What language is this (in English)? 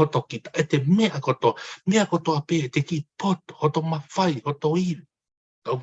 Tongan